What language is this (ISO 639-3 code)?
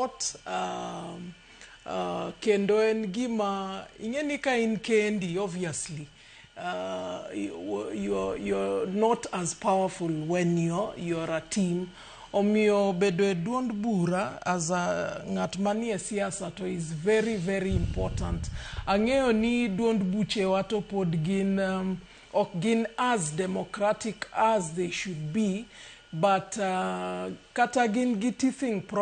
luo